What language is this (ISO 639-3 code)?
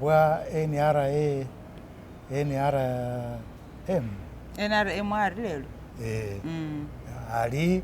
myx